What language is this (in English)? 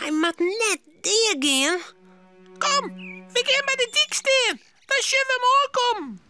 Western Frisian